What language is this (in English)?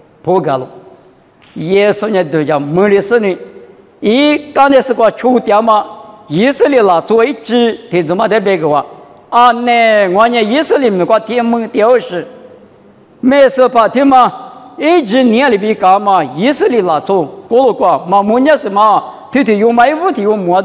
Lisu